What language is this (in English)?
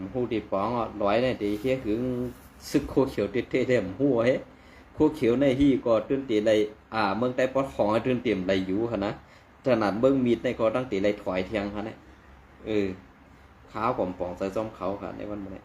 Shan